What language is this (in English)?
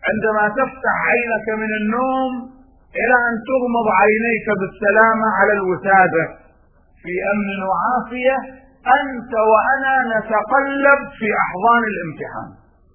Arabic